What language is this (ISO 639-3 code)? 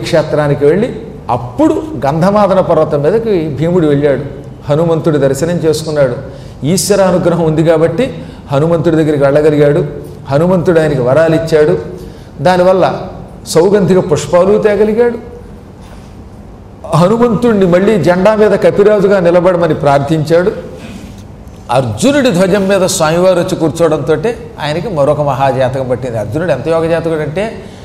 tel